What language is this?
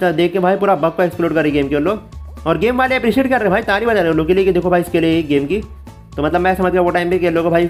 Hindi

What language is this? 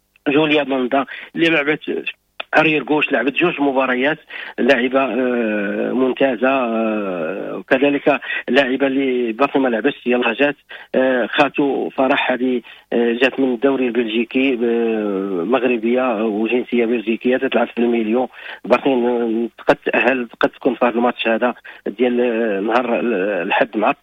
Moroccan Arabic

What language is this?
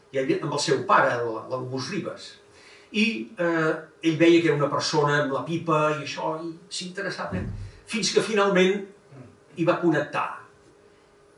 Catalan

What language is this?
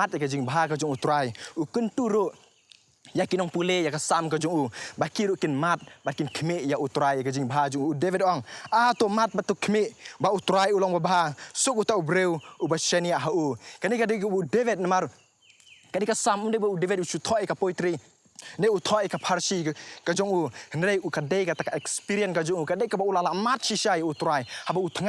Khasi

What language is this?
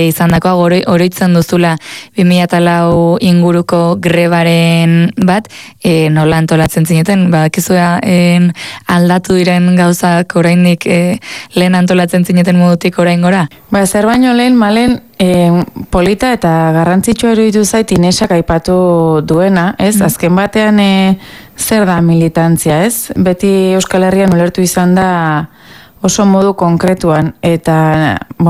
Basque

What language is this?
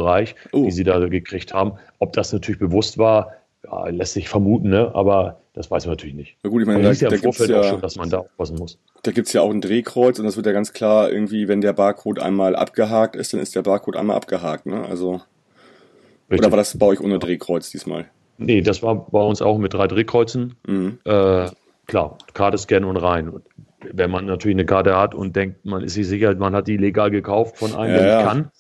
German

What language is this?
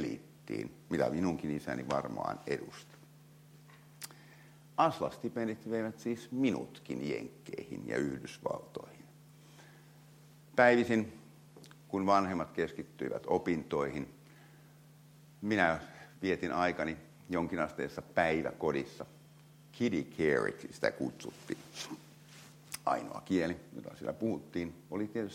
Finnish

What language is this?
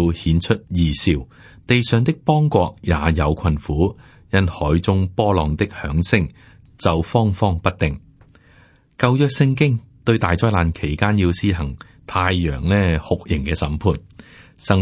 Cantonese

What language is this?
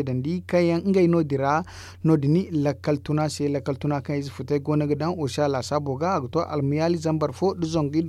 Zarma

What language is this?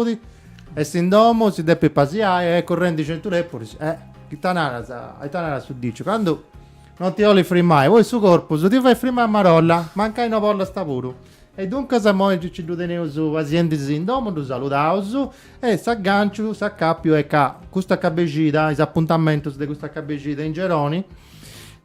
Sardinian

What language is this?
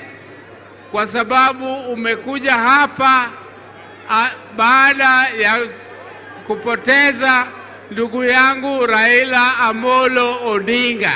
Swahili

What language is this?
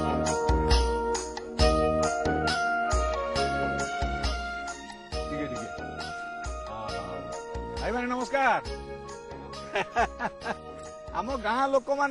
Odia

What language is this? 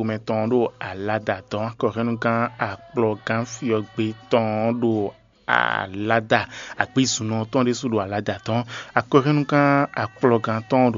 Fon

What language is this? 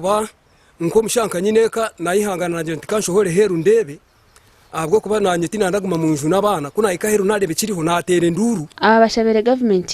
Nyankole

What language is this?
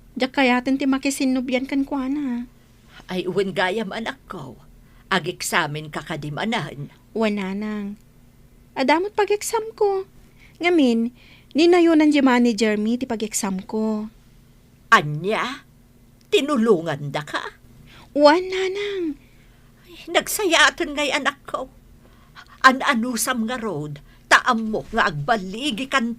Iloko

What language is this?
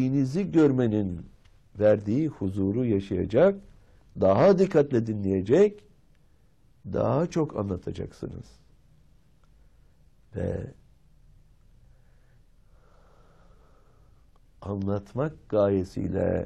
Turkish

